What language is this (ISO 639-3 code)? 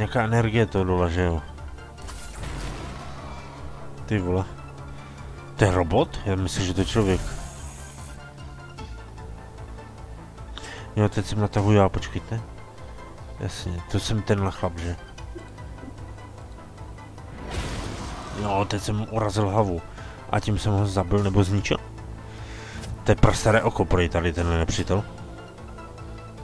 ces